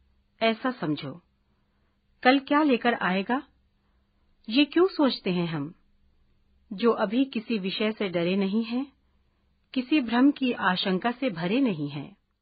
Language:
Hindi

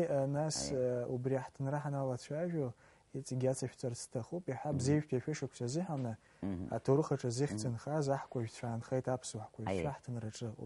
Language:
Abkhazian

